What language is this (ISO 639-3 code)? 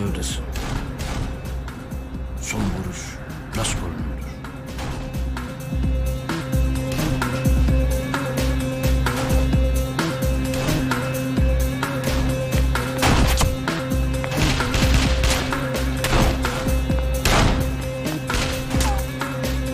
tur